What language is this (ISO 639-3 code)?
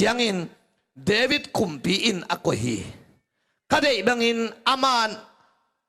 ctd